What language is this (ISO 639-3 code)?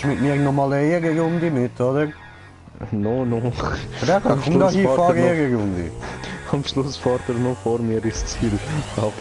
gsw